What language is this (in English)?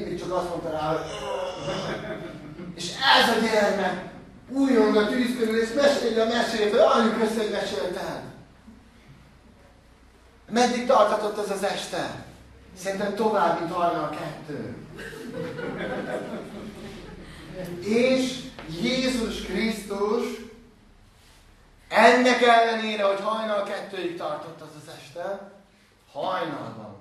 Hungarian